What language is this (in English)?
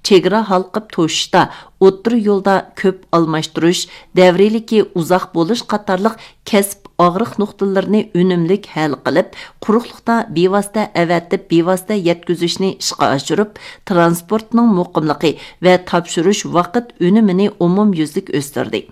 Uyghur